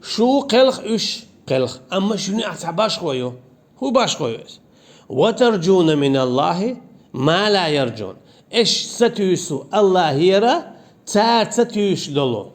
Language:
Chechen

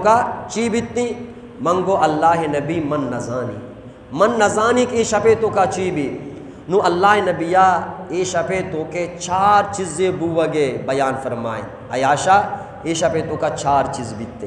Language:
Eastern Balochi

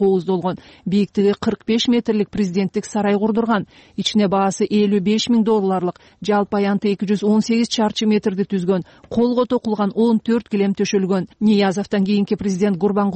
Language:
Kyrgyz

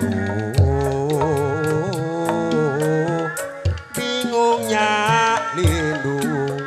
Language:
Sundanese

